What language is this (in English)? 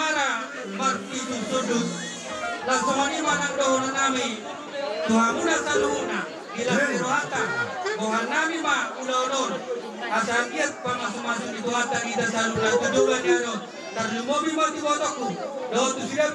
Batak Toba